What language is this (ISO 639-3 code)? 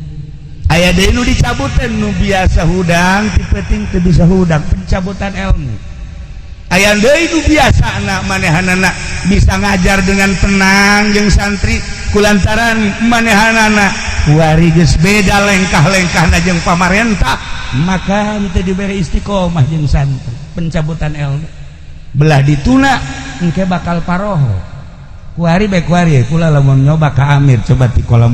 sun